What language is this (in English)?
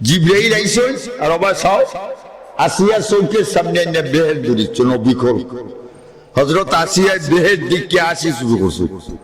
Sylheti